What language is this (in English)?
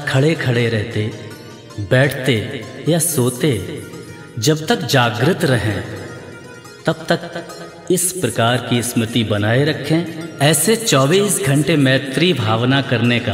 Hindi